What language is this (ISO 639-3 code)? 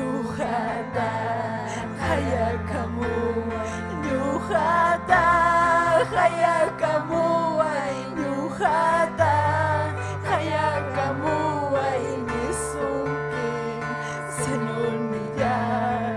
quy